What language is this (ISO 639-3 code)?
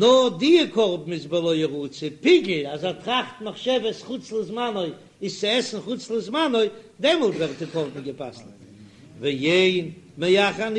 yid